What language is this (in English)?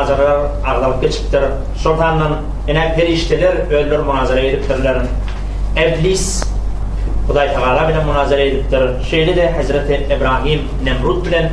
Turkmen